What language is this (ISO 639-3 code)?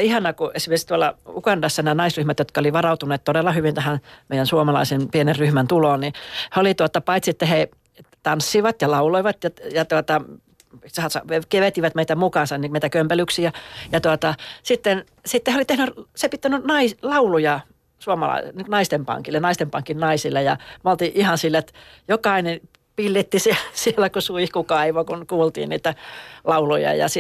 fin